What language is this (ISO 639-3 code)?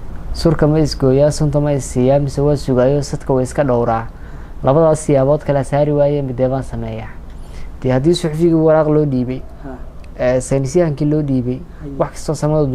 som